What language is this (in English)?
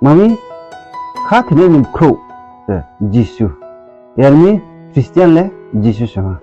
Riang (India)